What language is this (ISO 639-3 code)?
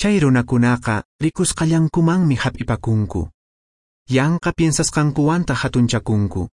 que